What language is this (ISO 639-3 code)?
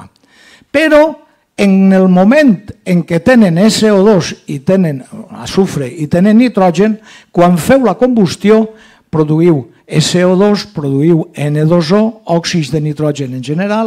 cat